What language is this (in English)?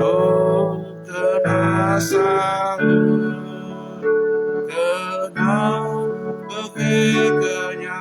S'gaw Karen